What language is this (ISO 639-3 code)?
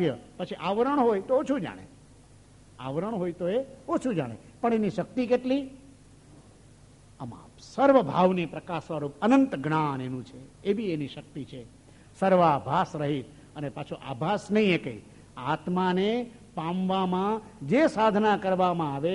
guj